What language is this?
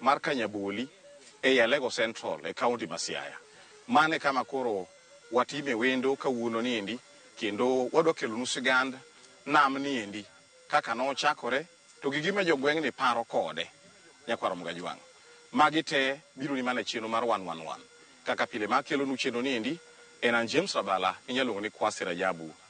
Luo (Kenya and Tanzania)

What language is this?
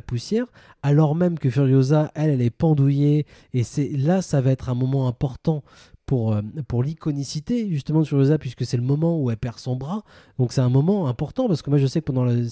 French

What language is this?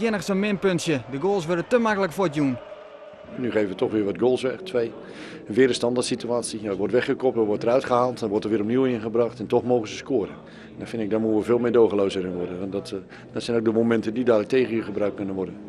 Western Frisian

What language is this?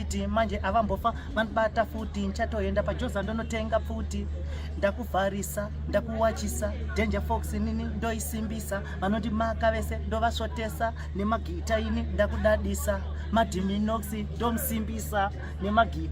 Shona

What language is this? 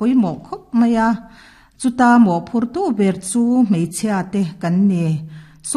Mizo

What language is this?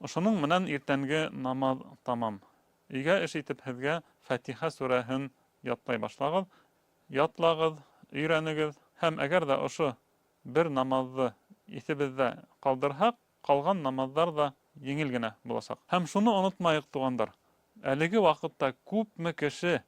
Bashkir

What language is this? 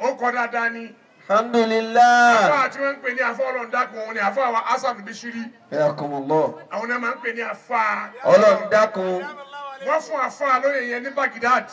Yoruba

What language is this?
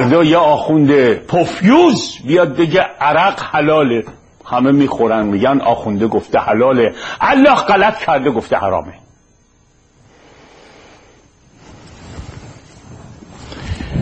Persian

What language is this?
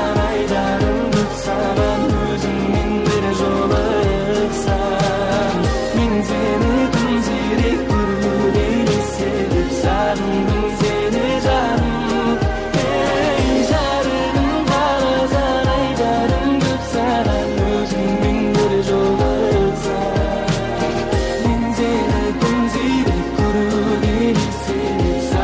Kara-Kalpak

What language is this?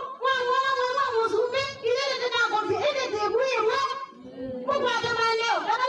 Kamba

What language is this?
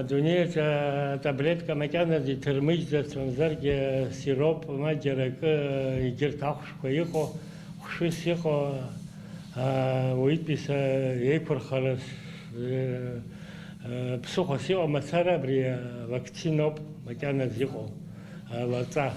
Abkhazian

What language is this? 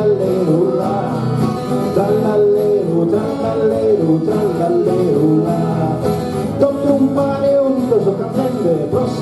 Sardinian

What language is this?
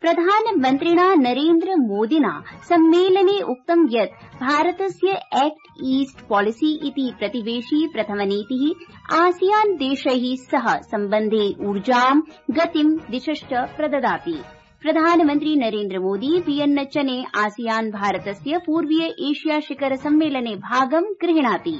Sanskrit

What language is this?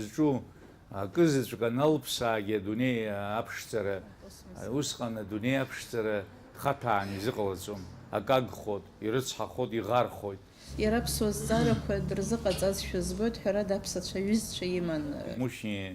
Abkhazian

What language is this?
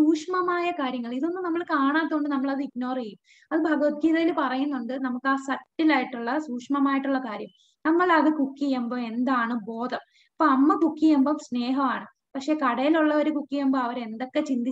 Malayalam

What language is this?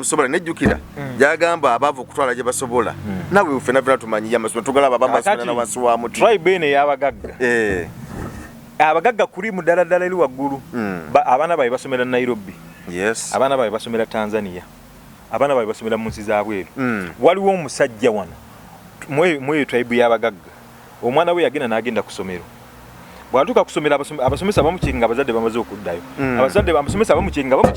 Ganda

